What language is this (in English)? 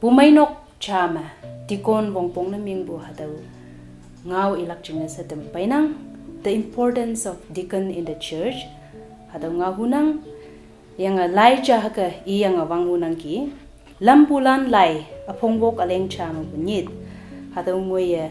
Konyak Naga